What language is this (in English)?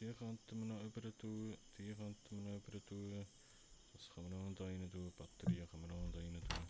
Swiss German